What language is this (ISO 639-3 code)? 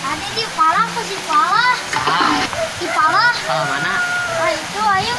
sun